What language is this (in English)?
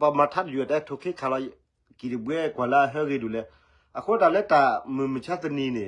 S'gaw Karen